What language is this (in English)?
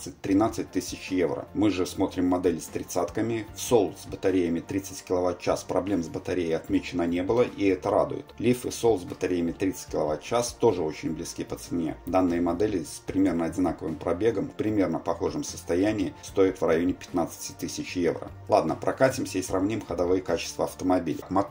Russian